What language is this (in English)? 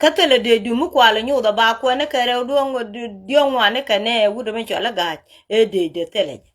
Nuer